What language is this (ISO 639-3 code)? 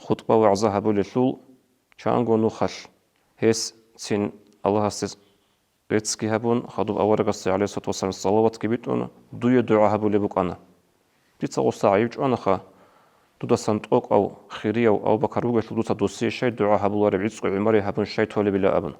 ava